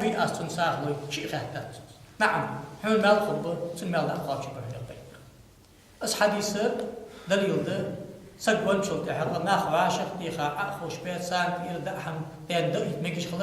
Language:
Ingush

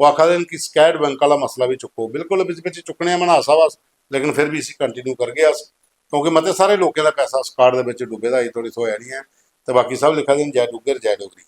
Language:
Dogri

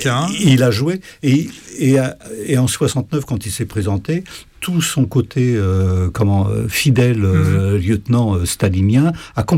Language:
French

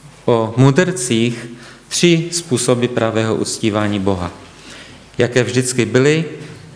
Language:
Czech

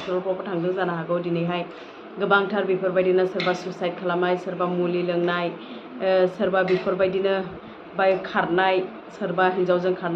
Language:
Bodo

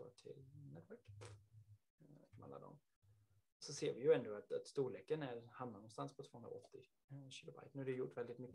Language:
Swedish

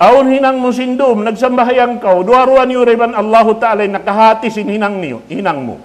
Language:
Tausug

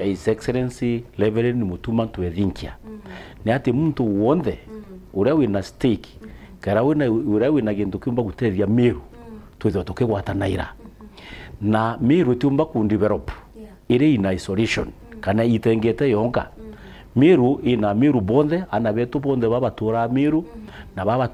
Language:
Meru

